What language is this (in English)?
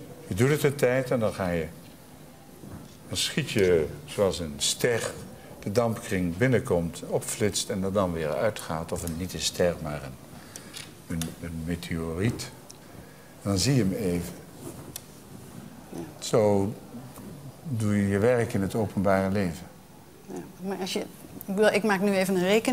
Dutch